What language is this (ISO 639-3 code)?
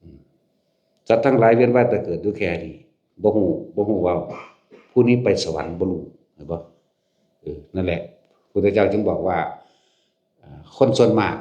lao